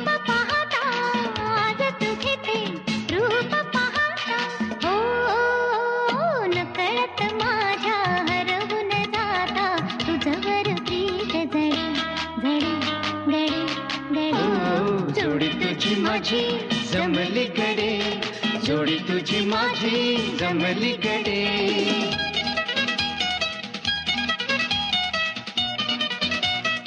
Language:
Marathi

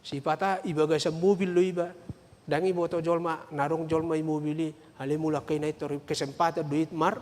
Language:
Batak Toba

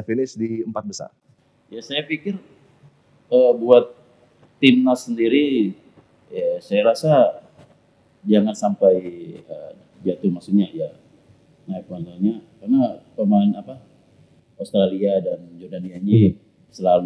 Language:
Indonesian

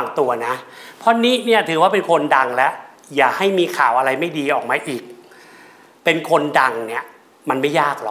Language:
Thai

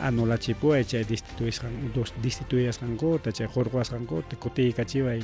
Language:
Ayacucho Quechua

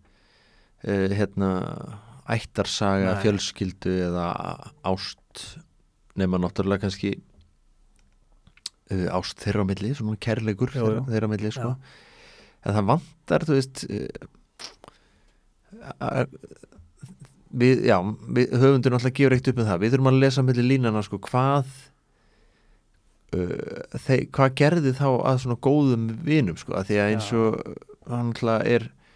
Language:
Icelandic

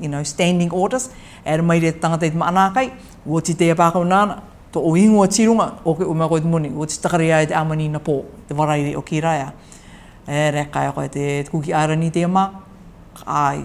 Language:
Rarotongan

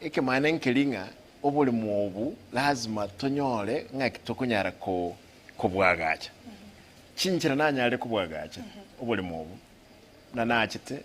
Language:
Gusii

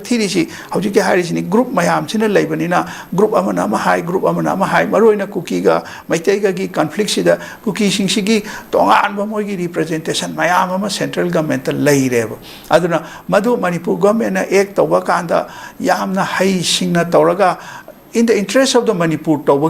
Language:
Manipuri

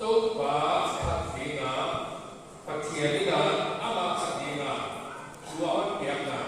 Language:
Paite Chin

